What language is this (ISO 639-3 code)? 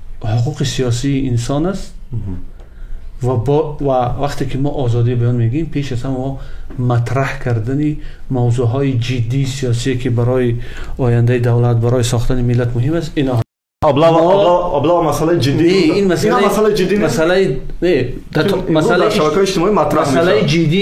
tgk